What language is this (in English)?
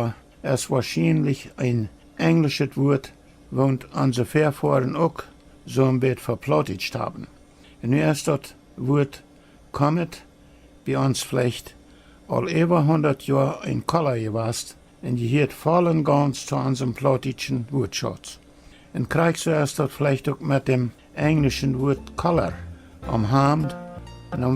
Plautdietsch